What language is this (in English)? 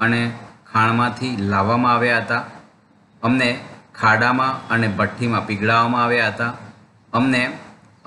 Gujarati